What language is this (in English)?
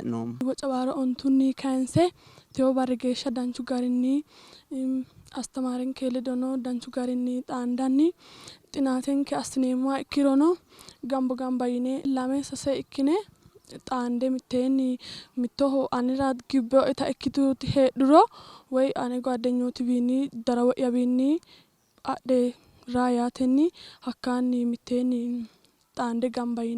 Sidamo